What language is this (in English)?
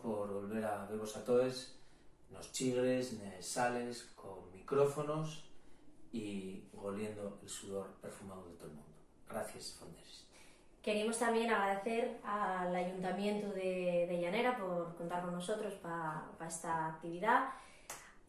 Asturian